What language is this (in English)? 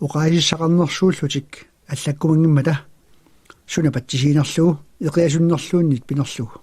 Kalaallisut